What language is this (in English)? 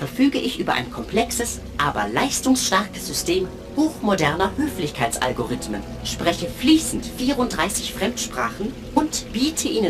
Bavarian